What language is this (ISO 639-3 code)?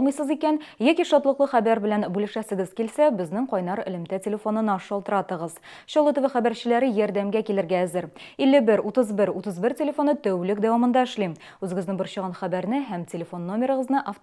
tat